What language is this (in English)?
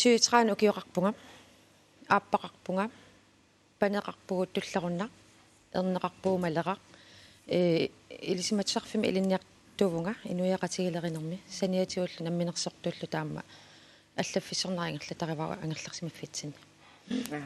Kalaallisut